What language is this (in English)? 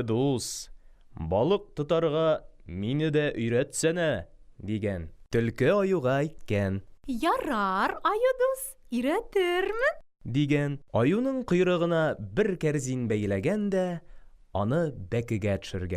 Tatar